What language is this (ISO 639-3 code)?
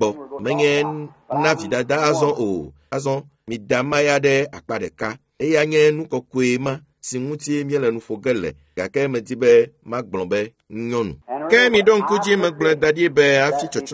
ewe